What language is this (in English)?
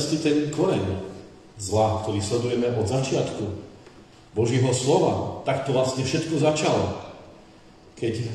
Slovak